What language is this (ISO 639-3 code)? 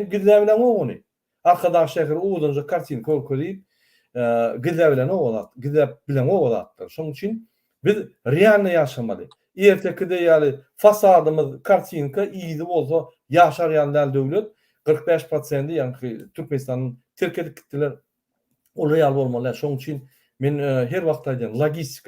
tuk